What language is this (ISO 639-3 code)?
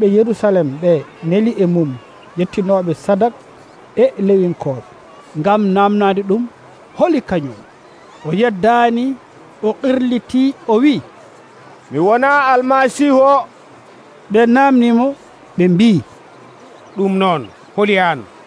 fuv